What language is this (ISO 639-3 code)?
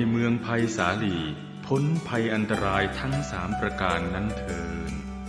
pli